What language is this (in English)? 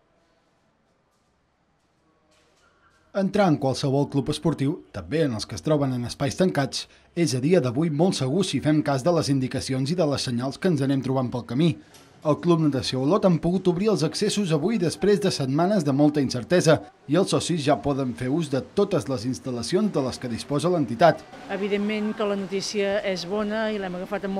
Catalan